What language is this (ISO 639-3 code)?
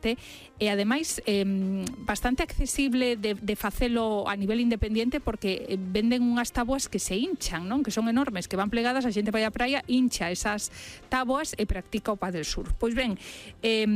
glg